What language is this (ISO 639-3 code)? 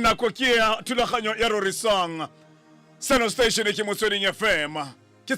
tsn